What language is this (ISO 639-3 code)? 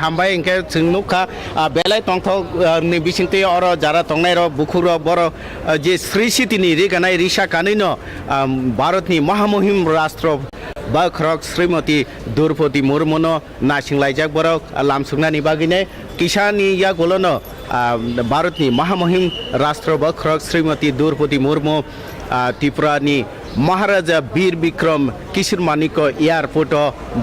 trp